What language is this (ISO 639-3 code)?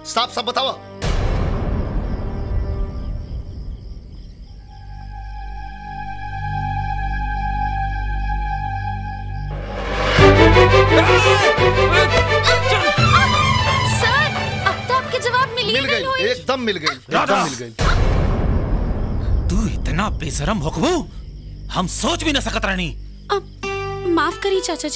bho